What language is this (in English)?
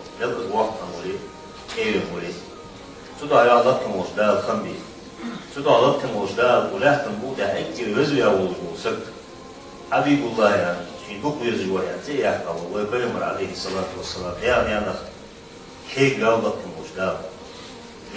Ingush